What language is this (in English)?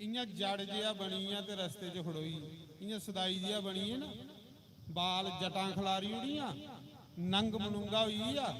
Dogri